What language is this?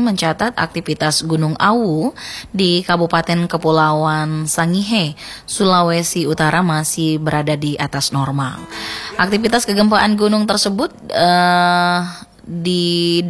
Indonesian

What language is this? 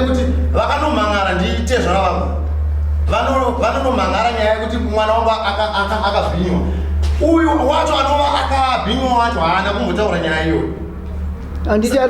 Shona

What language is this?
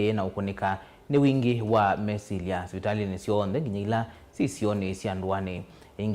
Kamba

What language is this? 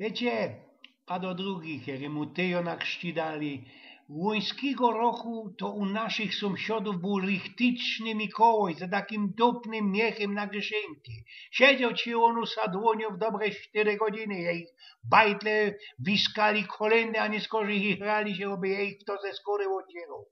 Silesian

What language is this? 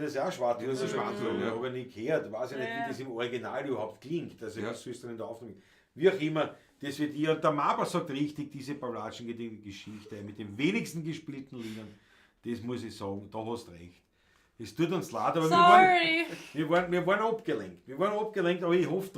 Bavarian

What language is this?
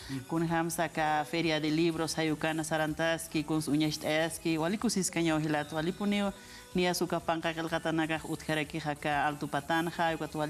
Aymara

